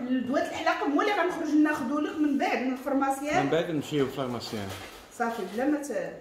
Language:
Moroccan Arabic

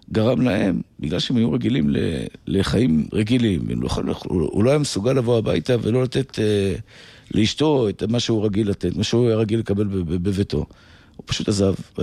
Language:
Hebrew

